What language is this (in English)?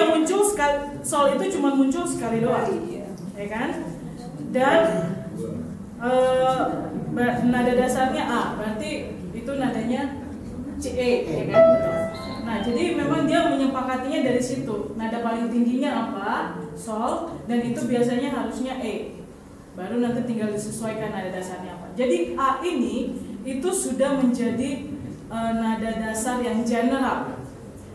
Indonesian